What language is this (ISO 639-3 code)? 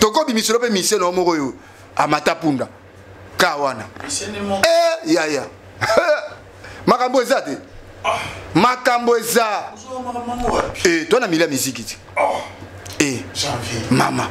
lin